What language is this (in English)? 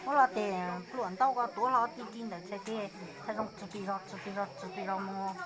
Hmong